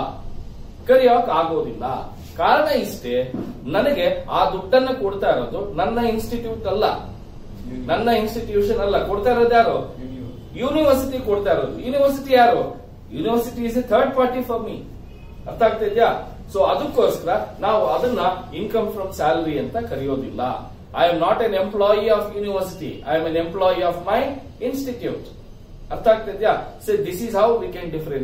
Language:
Kannada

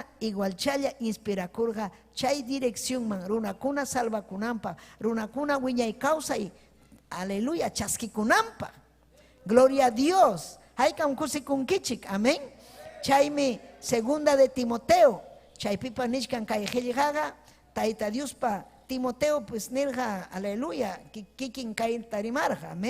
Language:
Ayacucho Quechua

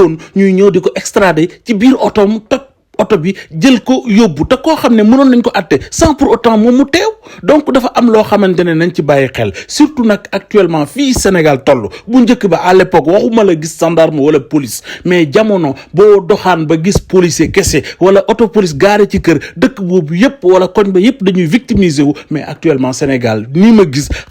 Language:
Wolof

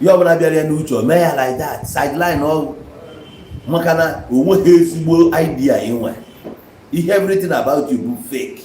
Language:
Igbo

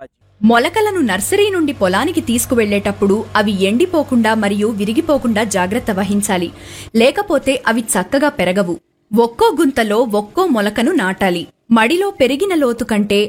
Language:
Telugu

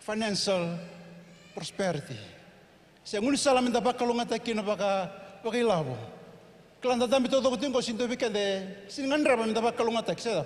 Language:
Fijian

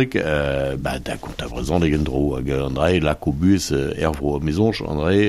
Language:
Breton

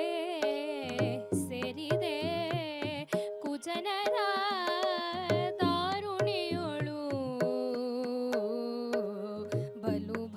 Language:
Kannada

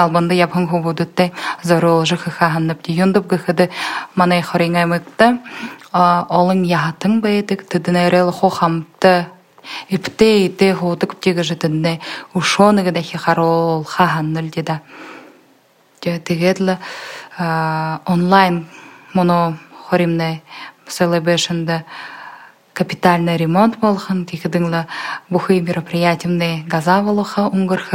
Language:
Buriat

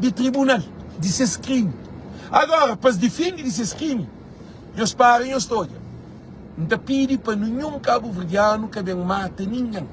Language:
Kabuverdianu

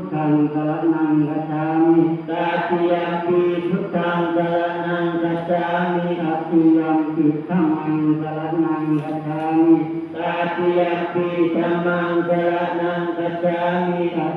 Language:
Pali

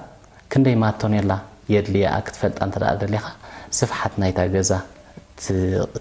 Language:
Tigrinya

